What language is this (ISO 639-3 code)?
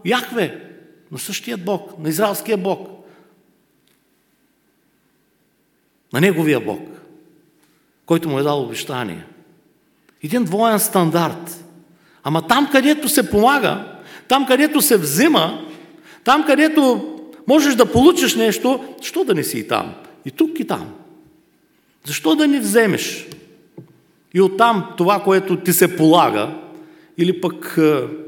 bul